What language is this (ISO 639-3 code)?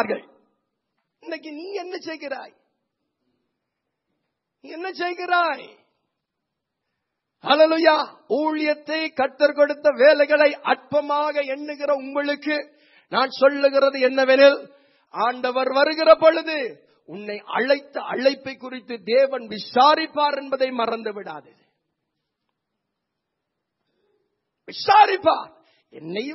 tam